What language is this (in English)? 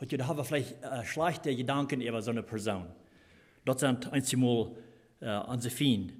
Plautdietsch